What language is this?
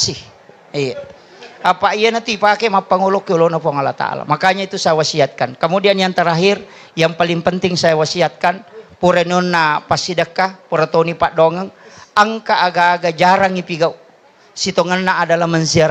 Buginese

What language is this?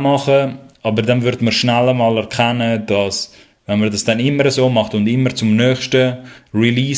Swiss German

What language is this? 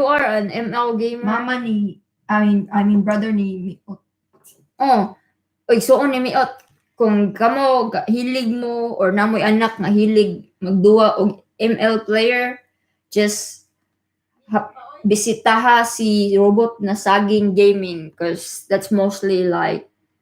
Cebuano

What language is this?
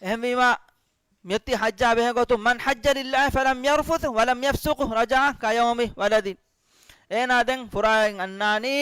Divehi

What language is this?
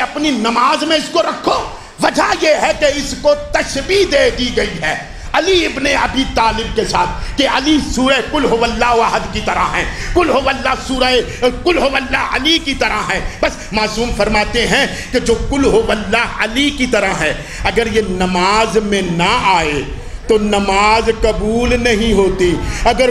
Urdu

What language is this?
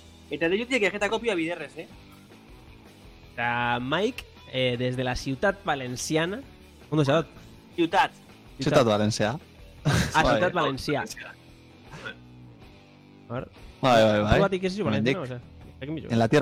Basque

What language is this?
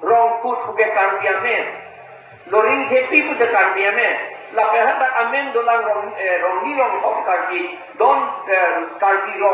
Karbi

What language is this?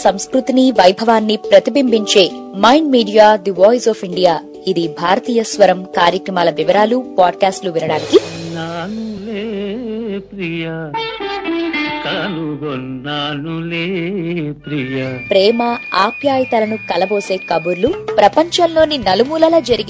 Telugu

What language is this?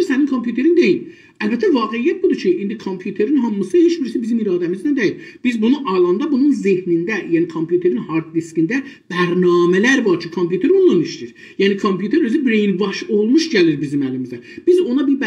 South Azerbaijani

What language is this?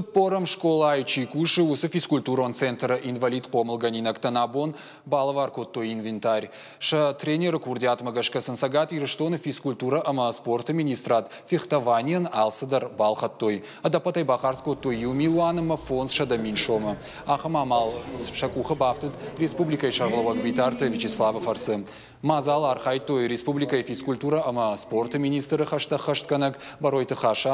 Ossetic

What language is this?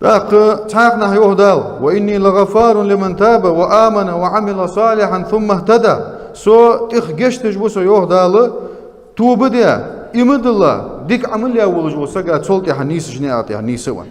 Ingush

